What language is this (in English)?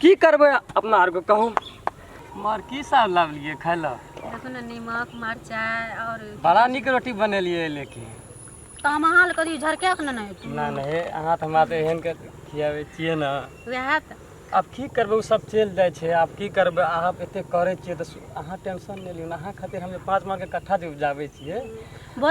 Maithili